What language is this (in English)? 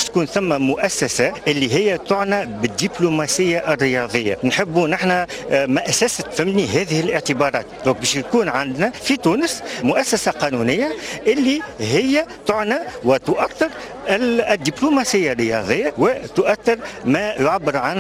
Tunisian Arabic